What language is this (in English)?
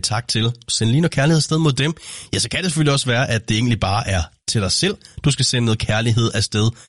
Danish